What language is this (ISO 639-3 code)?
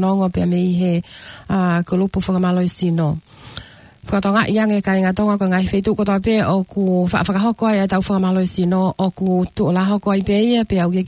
ton